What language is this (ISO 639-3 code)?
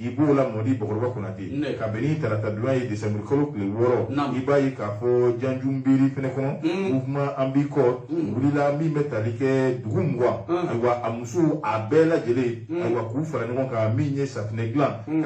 bam